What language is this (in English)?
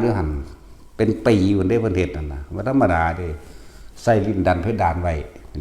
Northeastern Thai